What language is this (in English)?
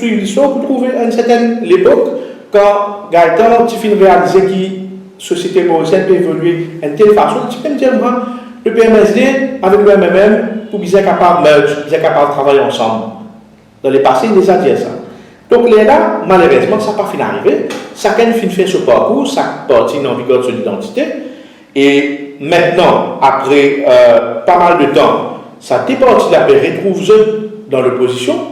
Morisyen